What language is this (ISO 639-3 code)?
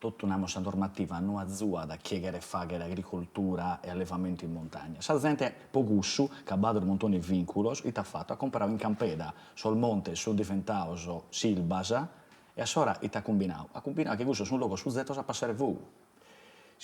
srd